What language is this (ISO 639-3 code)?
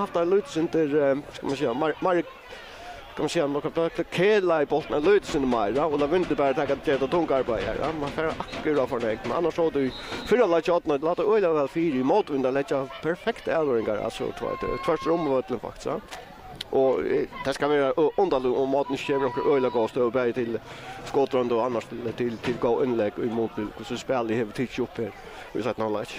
fao